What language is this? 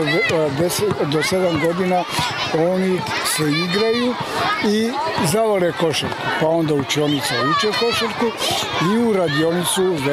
Serbian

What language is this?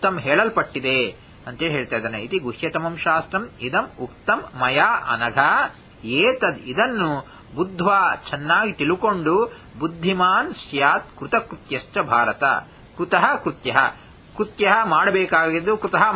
Kannada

